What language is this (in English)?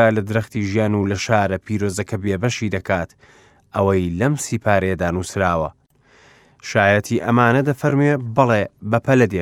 Central Kurdish